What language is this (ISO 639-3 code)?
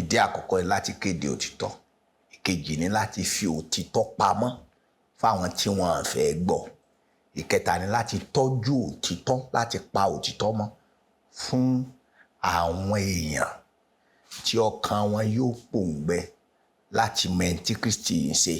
yor